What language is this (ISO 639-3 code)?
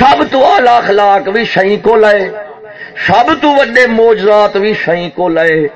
skr